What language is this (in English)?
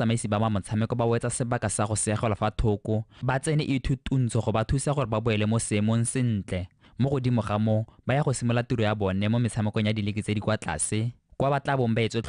Tswana